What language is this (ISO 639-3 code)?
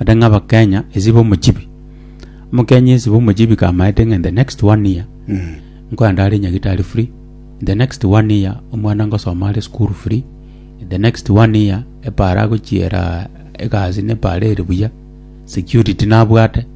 guz